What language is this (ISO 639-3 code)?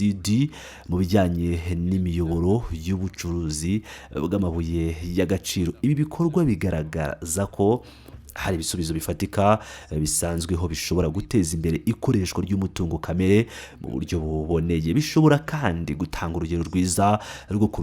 kin